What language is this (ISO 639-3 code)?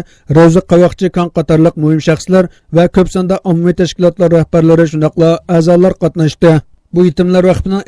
uig